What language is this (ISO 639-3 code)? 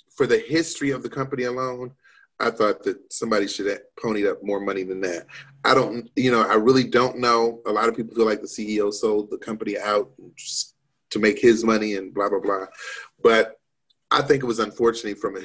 eng